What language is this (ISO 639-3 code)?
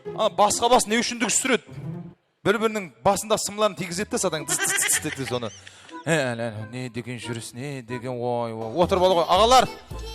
kaa